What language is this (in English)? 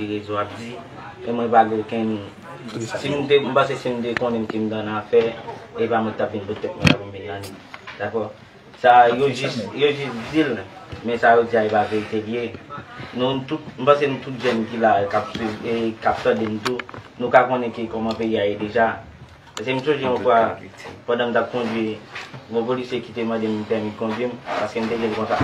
Haitian Creole